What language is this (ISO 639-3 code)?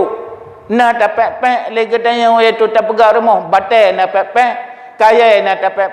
ace